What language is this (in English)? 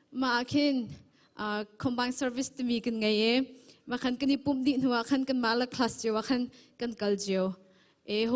Hakha Chin